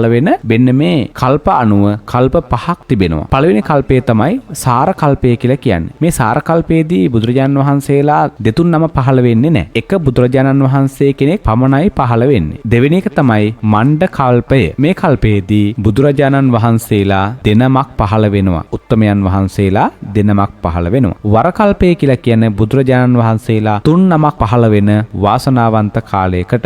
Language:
Sinhala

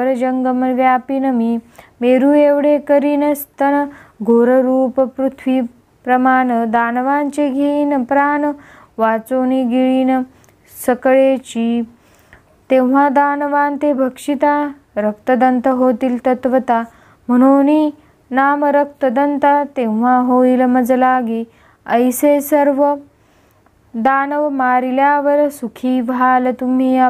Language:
Marathi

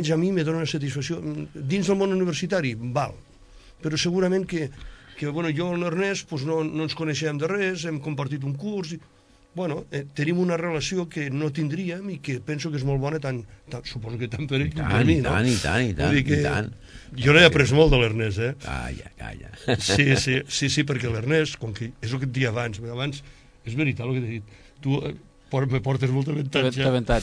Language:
Catalan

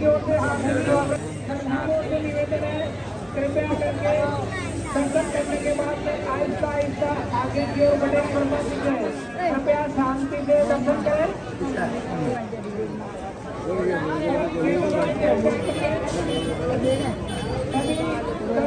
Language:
Hindi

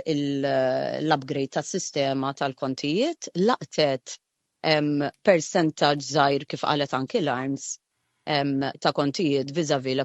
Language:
Maltese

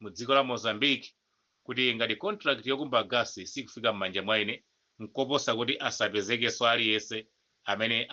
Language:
Nyanja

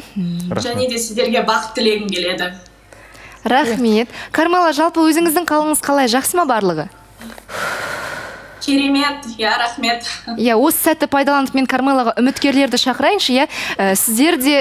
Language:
Kazakh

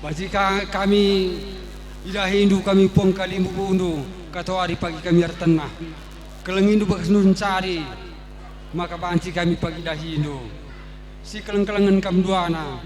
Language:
Batak Karo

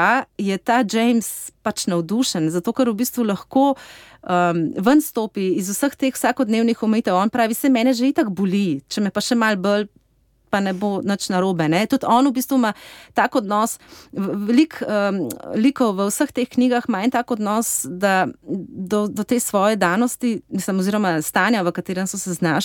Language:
Slovenian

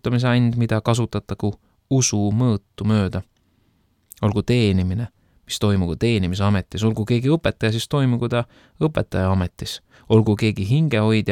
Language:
Estonian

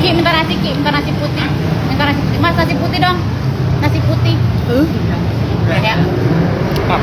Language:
Manado Malay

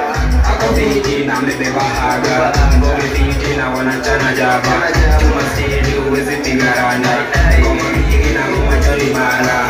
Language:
Swahili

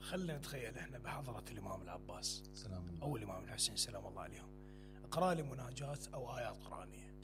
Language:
Mesopotamian Arabic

